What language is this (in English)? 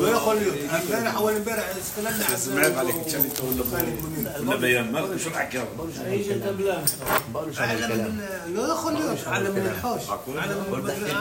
North Levantine Arabic